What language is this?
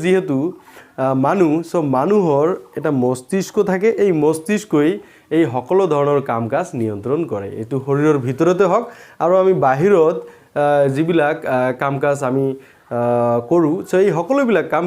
Assamese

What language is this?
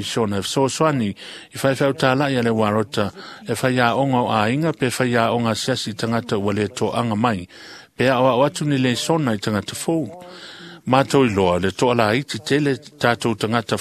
Samoan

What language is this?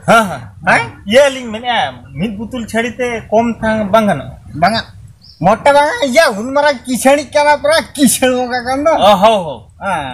Santali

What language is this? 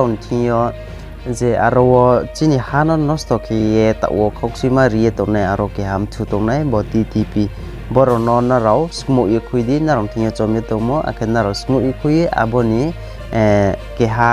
Riang (India)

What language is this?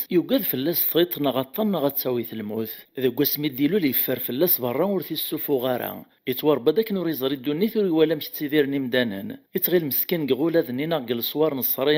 Kabyle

